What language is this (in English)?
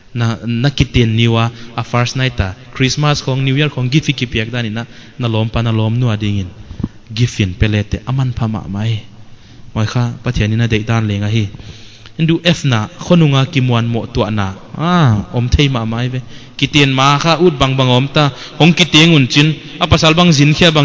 Paite Chin